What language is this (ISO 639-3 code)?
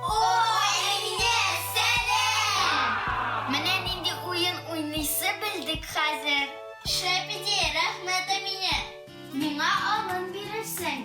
tat